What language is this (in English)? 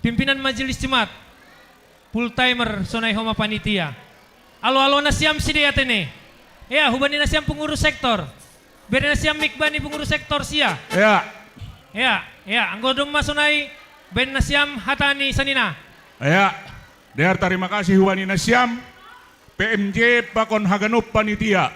Batak Simalungun